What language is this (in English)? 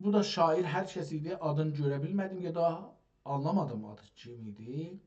South Azerbaijani